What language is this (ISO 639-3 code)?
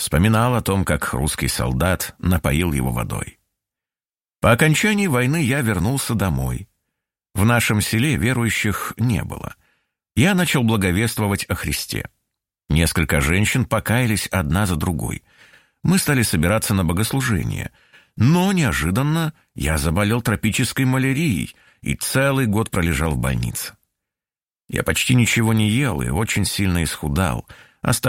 rus